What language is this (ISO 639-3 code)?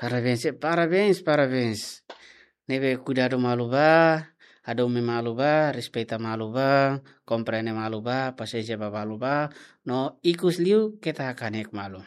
tet